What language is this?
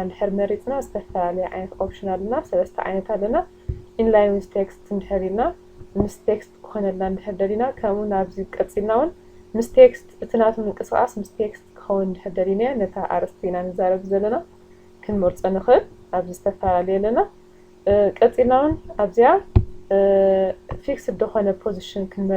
Tigrinya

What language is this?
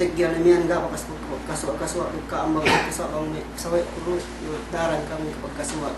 Yakan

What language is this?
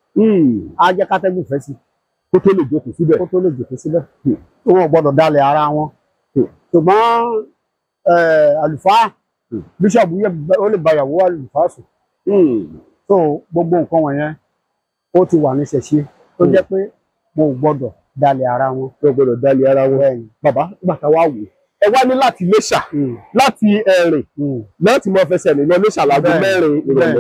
Yoruba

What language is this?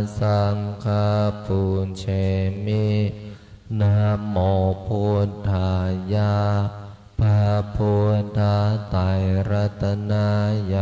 Pali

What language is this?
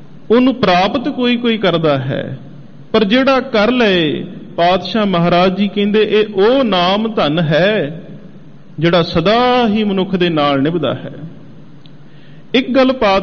Punjabi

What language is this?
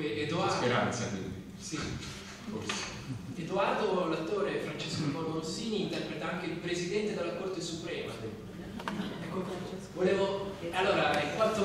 Italian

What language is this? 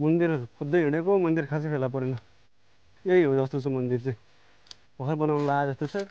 Nepali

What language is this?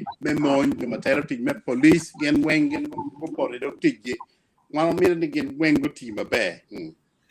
Acoli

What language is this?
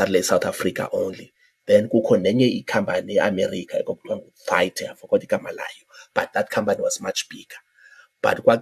Xhosa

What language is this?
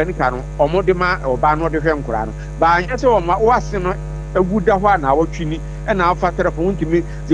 Akan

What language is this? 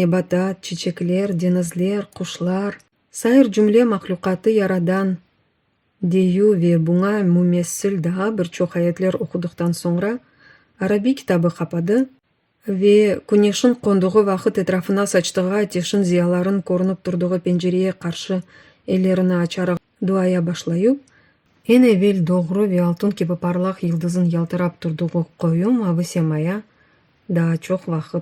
Crimean Tatar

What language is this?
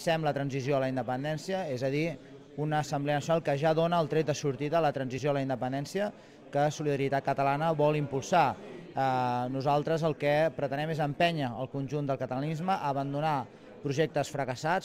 Catalan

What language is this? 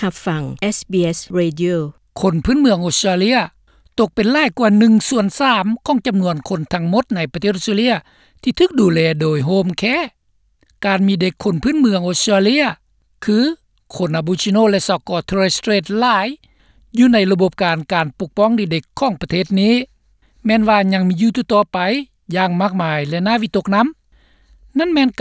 Lao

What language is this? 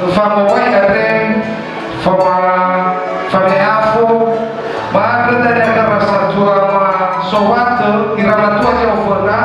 Nias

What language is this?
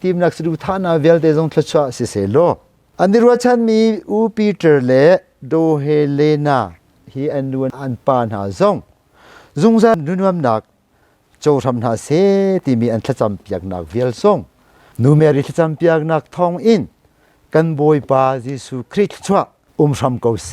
Hakha Chin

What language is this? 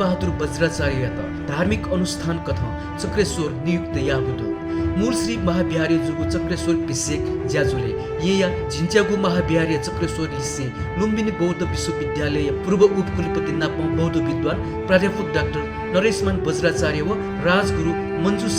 Newari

